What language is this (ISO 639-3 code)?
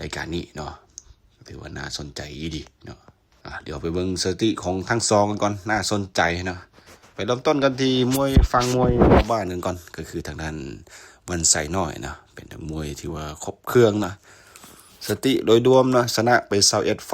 lao